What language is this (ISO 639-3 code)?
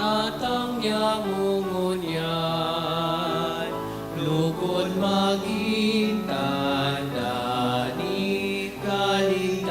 bik